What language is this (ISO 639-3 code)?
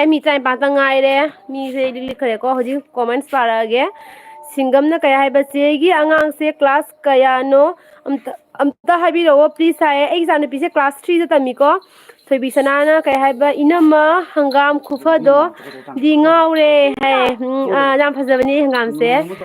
mni